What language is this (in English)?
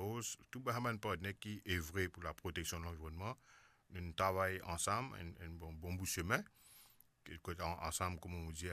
Morisyen